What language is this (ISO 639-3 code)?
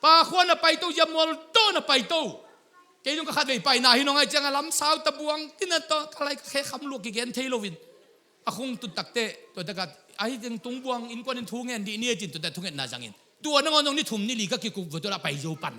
ctd